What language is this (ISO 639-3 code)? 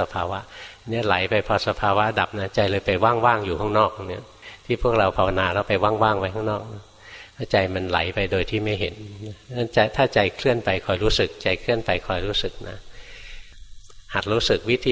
tha